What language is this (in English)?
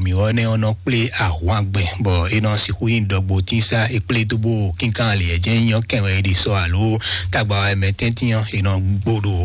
Fon